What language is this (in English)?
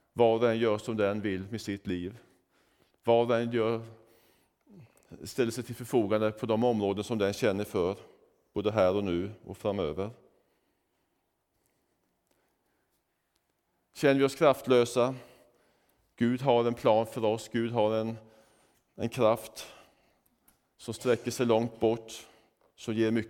Swedish